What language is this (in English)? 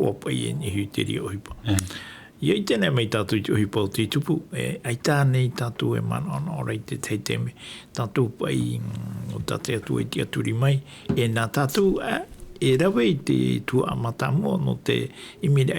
Tahitian